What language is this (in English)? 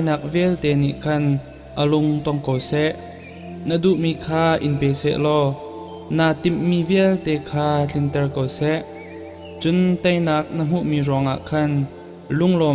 Hakha Chin